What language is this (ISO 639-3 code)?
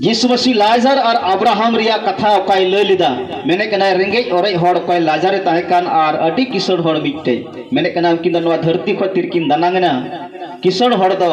sat